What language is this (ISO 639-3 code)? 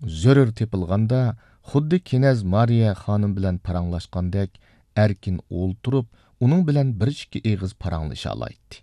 uig